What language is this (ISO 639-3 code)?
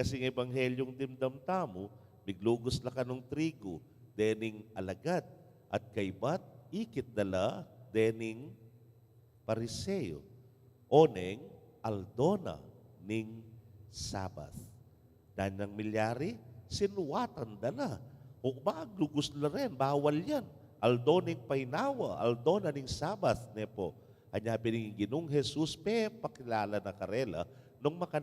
pam